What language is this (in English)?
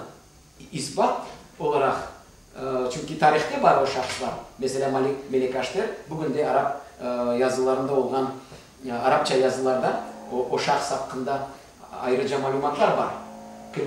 Crimean Tatar